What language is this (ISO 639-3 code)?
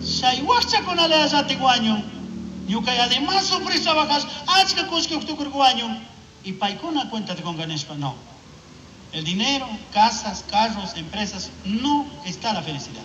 qug